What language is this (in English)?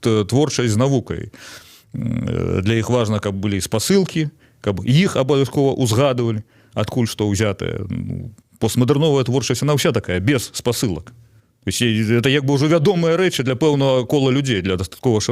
Belarusian